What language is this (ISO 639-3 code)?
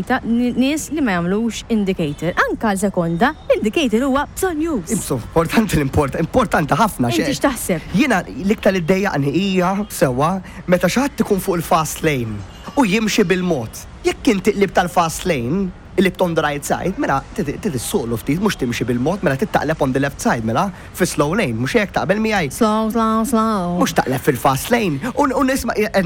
mlt